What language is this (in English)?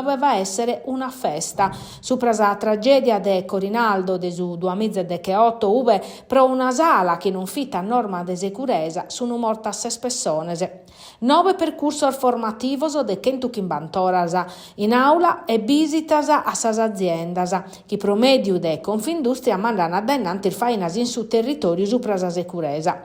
Sardinian